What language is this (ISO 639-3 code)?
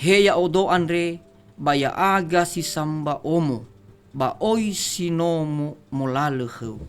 nia